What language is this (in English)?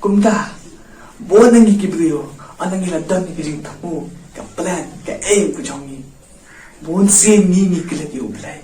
Khasi